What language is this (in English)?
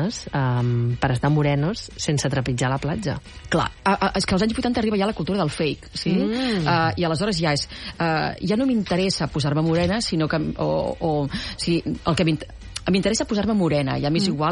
Catalan